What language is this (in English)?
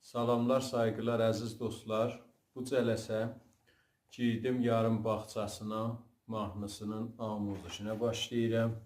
South Azerbaijani